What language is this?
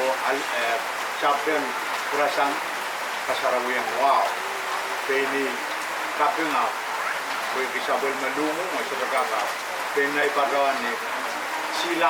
Pohnpeian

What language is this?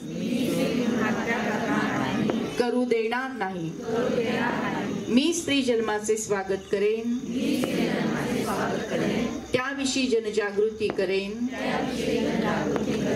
Marathi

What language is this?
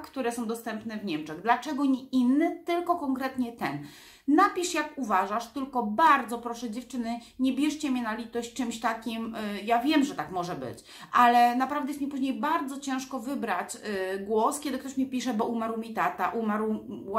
Polish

